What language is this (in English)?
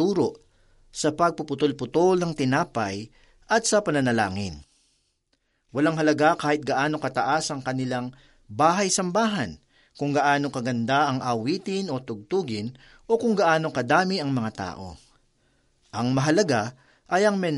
Filipino